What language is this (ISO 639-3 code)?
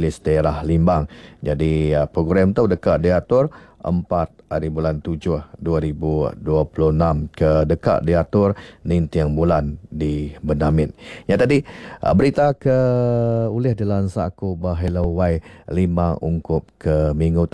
iba